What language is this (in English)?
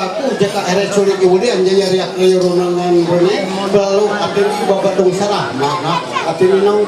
Ma'anyan